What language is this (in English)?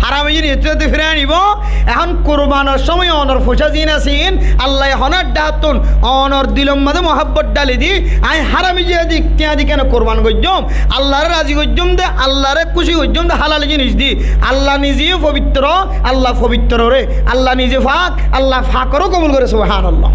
Rohingya